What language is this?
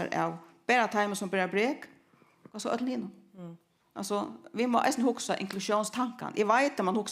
Faroese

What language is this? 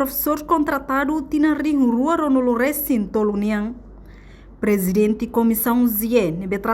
Tetum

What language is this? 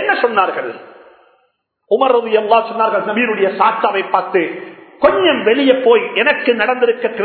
Tamil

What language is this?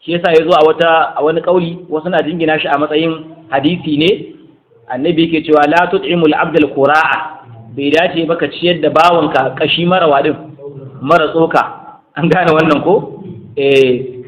Hausa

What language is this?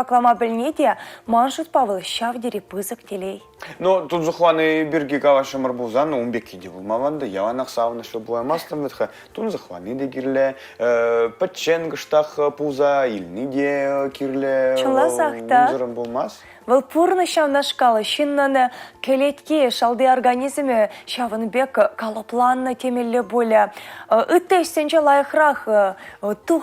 Chuvash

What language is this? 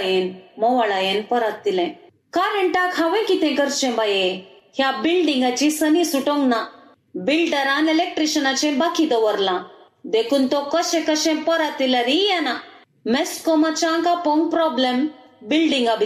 Konkani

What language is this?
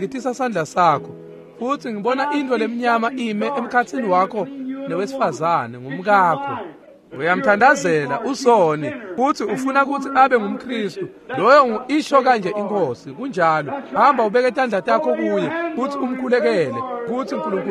Swati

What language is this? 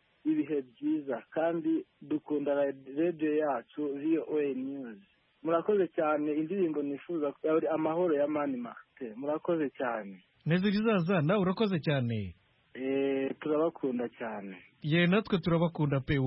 Kinyarwanda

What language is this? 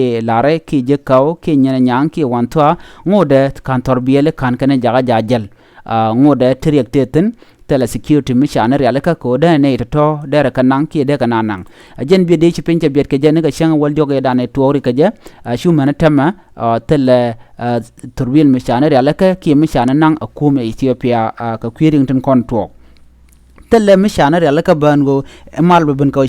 Nuer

